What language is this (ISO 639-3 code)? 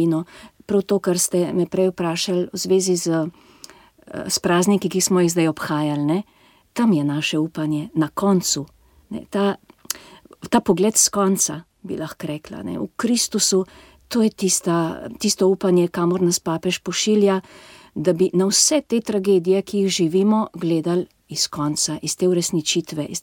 slv